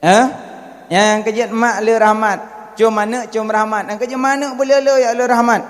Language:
Achinese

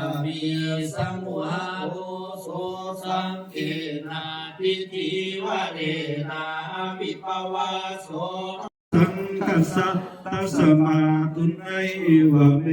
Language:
Pali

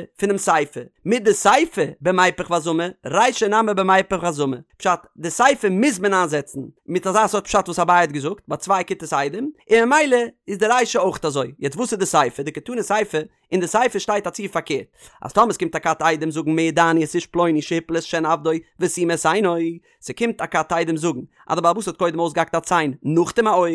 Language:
Yiddish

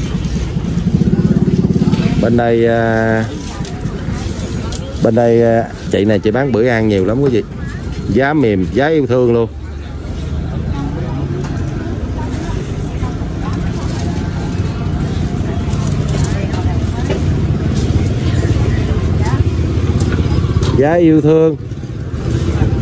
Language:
Vietnamese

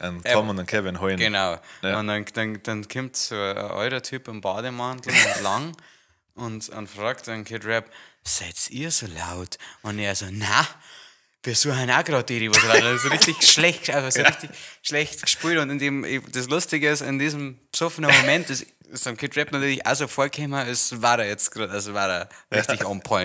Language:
Bavarian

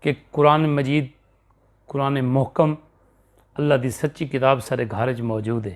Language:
Saraiki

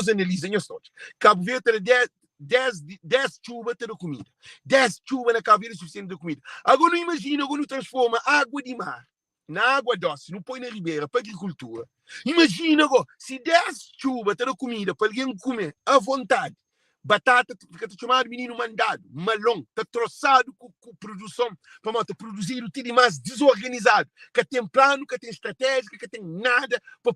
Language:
Kabuverdianu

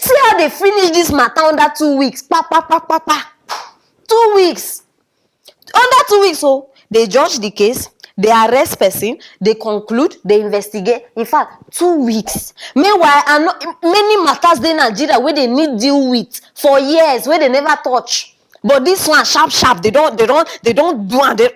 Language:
Nigerian Pidgin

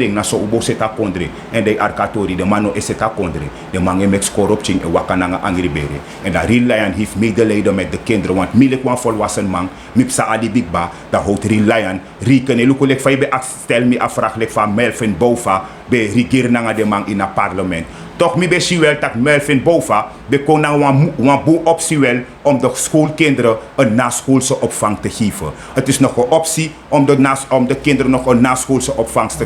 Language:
Sranan Tongo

